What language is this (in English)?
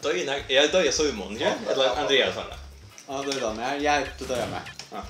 Faroese